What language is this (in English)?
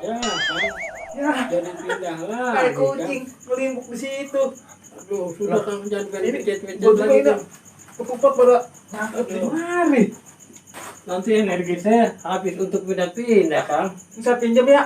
Betawi